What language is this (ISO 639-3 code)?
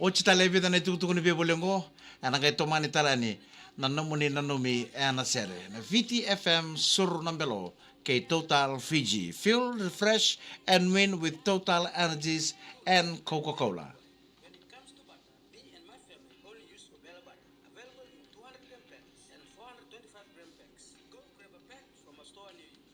fij